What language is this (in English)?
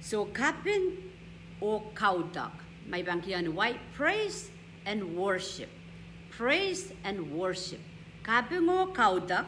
Pohnpeian